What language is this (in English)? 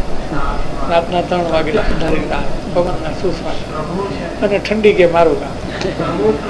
Gujarati